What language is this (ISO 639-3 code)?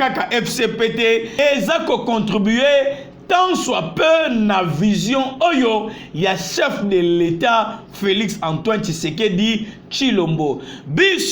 lin